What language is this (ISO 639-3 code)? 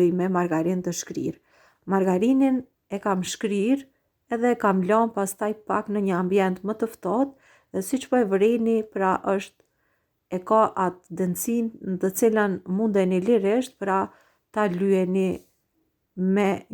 sqi